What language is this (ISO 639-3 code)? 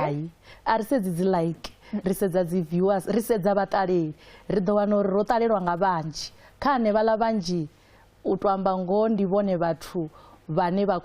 ven